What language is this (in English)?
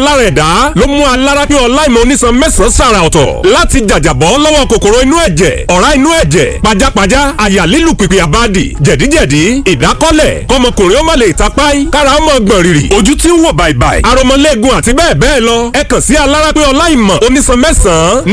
Yoruba